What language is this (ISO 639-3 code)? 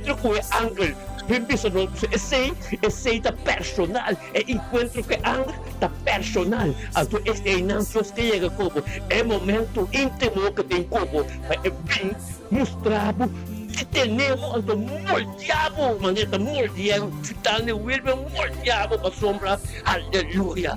pap